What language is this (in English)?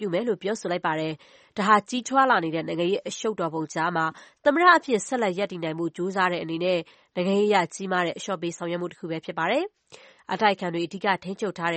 Burmese